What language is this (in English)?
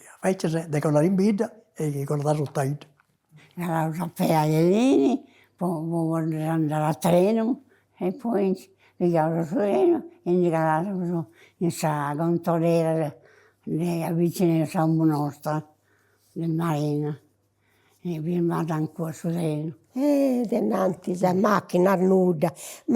Sardinian